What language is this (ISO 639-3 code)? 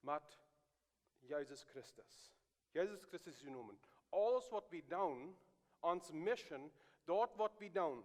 pdt